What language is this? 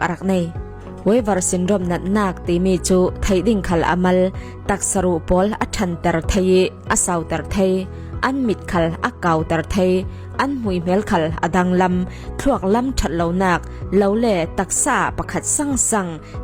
Falam Chin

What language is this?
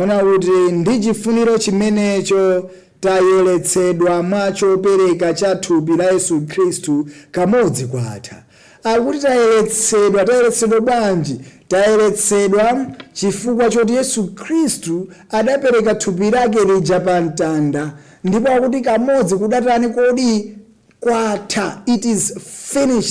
Nyanja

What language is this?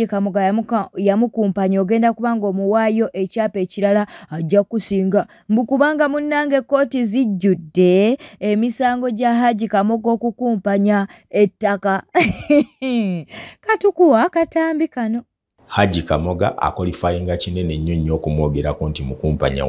Ganda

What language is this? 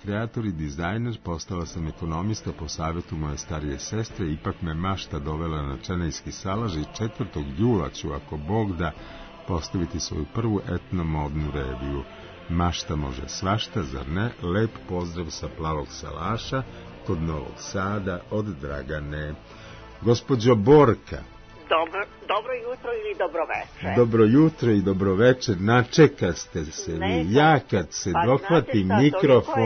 Serbian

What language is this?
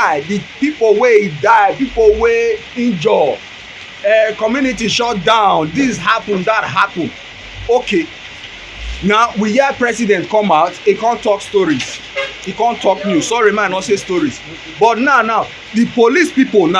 Nigerian Pidgin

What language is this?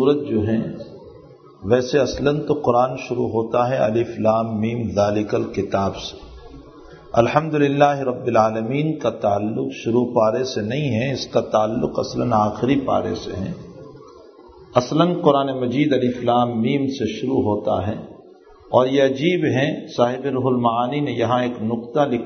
Urdu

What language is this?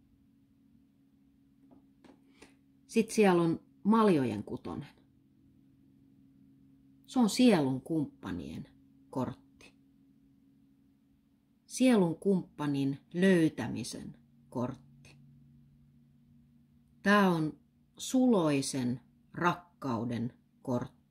Finnish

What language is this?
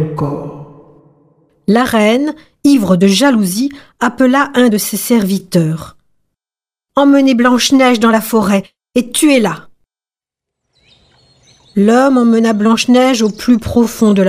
French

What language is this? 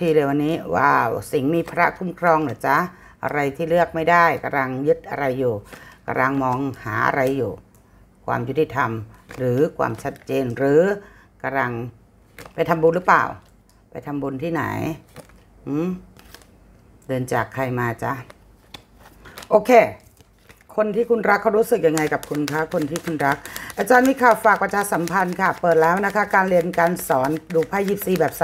Thai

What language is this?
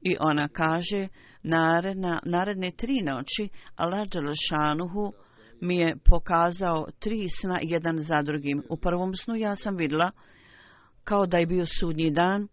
Bosnian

